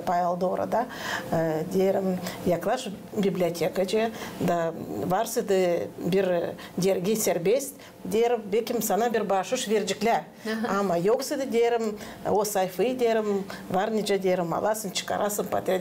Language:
Gagauz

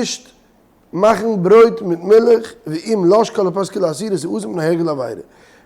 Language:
Yiddish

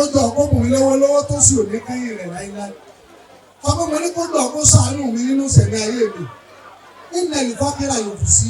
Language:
Yoruba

